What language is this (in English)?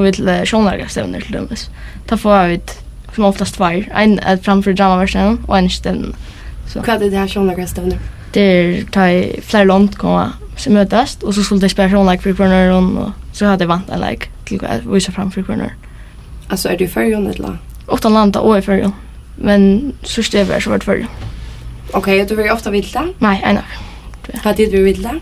Faroese